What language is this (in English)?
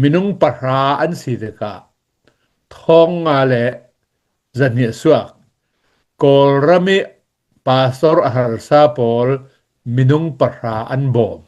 Hakha Chin